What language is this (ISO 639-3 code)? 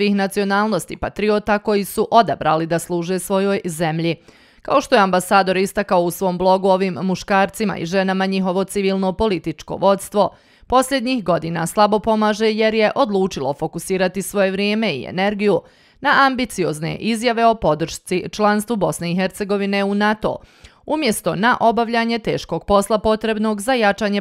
bos